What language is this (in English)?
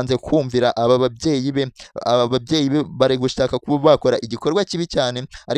Kinyarwanda